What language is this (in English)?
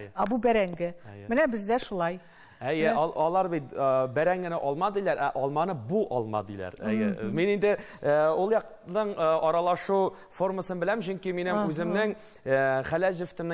Tatar